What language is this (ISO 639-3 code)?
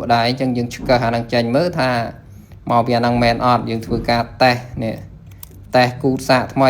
khm